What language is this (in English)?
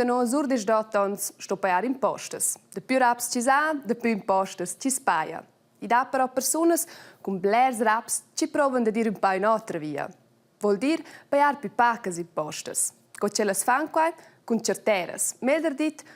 Romansh